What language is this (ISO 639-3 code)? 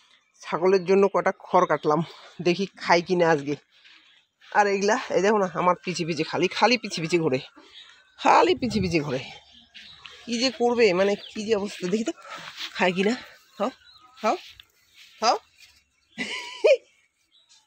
ben